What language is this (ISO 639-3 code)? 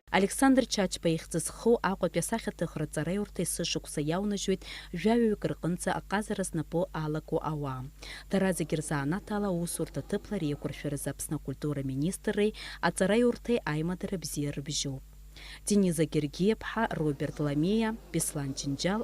abk